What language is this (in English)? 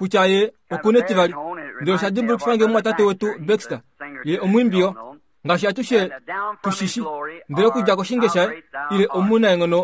Kuanyama